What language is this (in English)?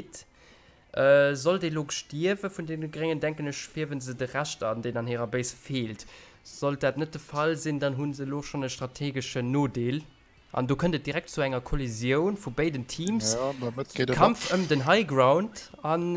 Luxembourgish